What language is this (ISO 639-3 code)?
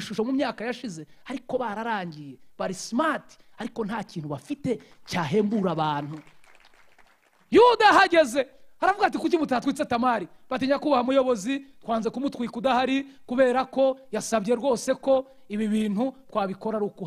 kin